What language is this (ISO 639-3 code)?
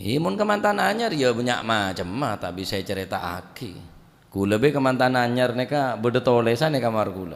mad